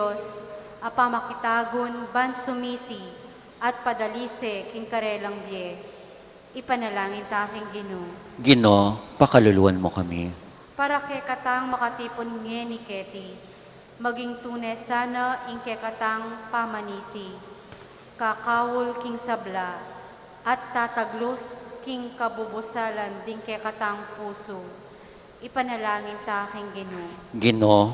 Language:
Pampanga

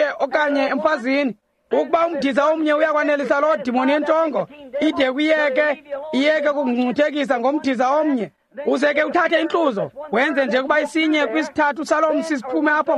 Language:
Xhosa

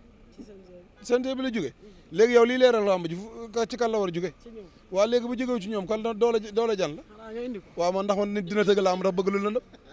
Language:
Wolof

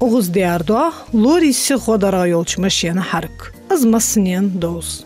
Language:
Ingush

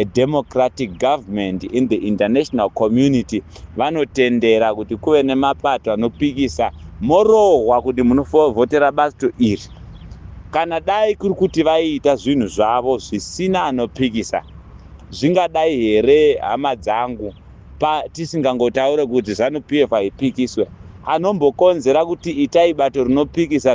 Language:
Shona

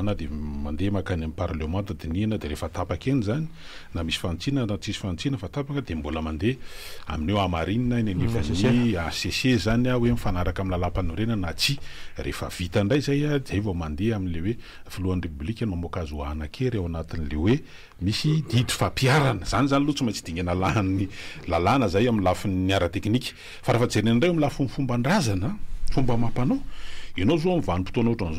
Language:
Malagasy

